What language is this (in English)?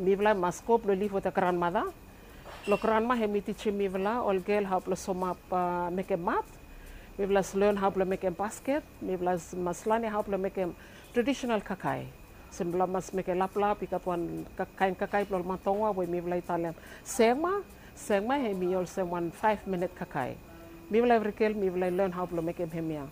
Bislama